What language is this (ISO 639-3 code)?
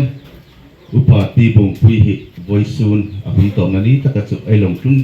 hmr